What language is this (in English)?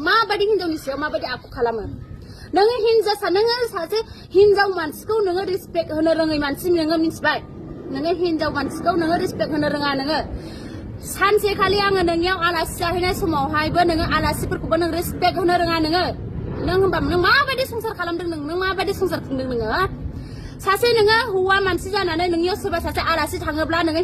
Bodo